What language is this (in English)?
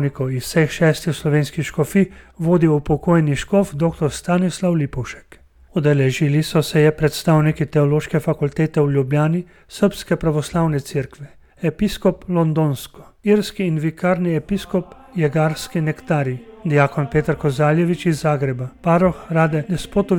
Slovenian